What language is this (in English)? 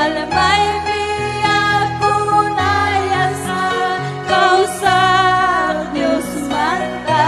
Ayacucho Quechua